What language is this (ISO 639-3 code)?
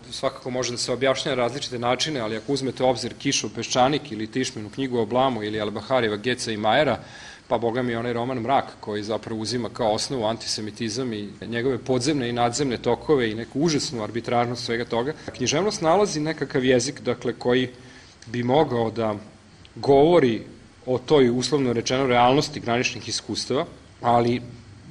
srp